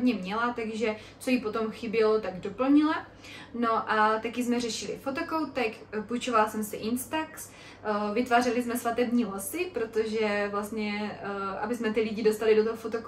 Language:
Czech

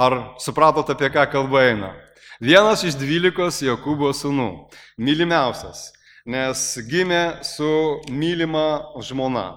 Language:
Lithuanian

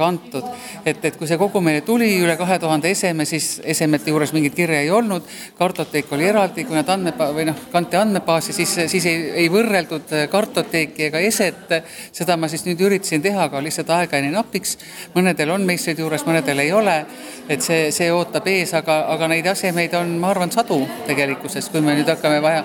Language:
Estonian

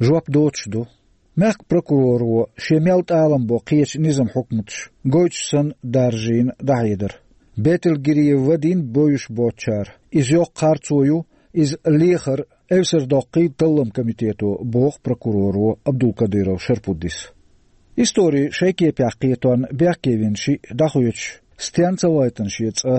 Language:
Chechen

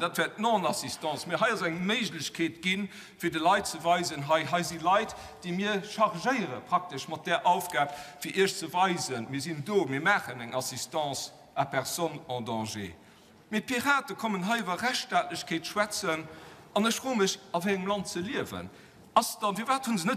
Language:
Luxembourgish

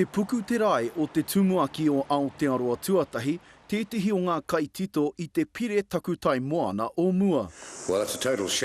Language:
Māori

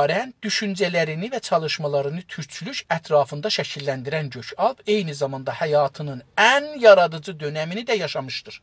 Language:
South Azerbaijani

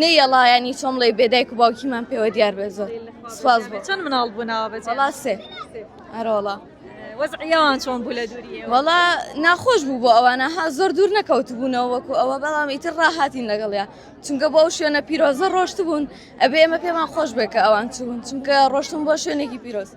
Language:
Central Kurdish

